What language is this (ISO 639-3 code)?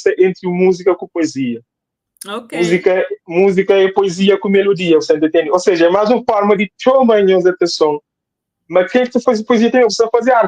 kea